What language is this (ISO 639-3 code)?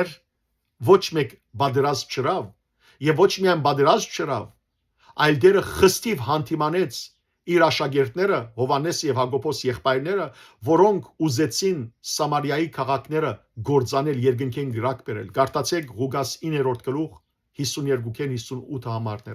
hyw